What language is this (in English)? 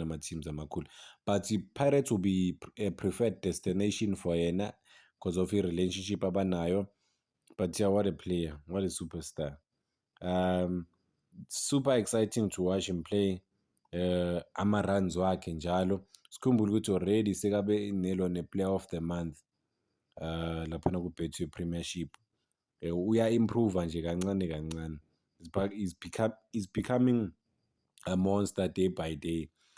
Zulu